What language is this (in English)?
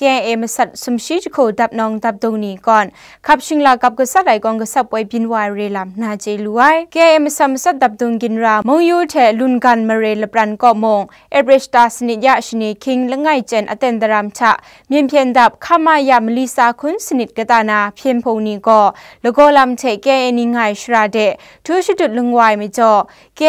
Kachin